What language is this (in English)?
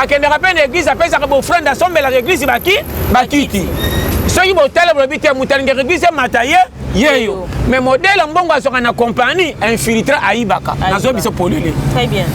Lingala